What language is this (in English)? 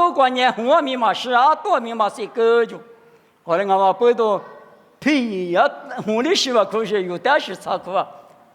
Lisu